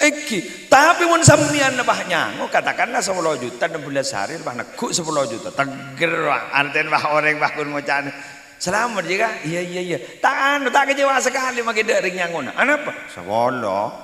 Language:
Madurese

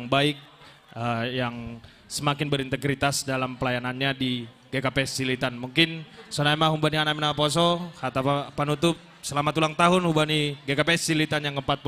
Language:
Batak Simalungun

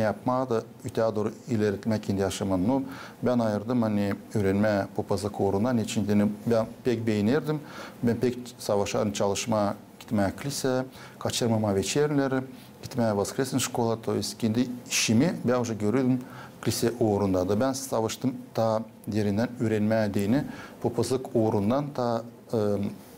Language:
Gagauz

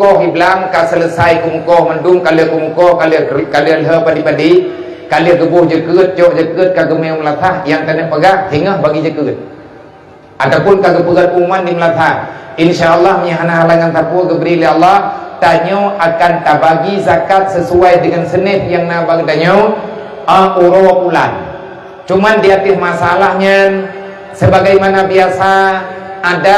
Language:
Achinese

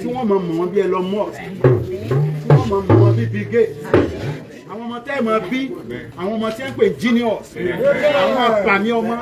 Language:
Yoruba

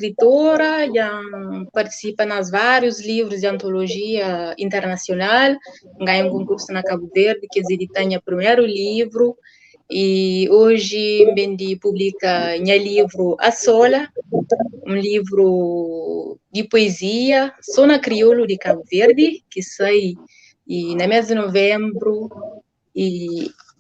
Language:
Kabuverdianu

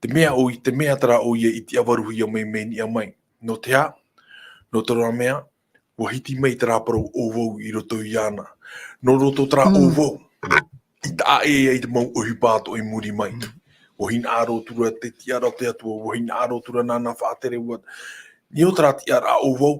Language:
Tahitian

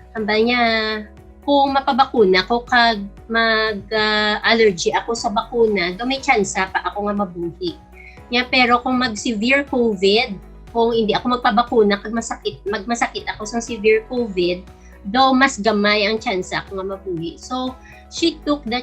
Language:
Hiligaynon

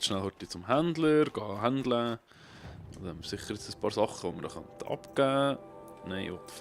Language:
Swiss German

